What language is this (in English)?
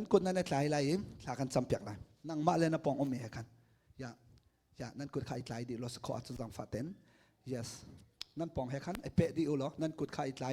Hakha Chin